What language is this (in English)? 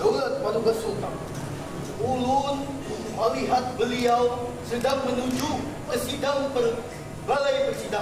Banjar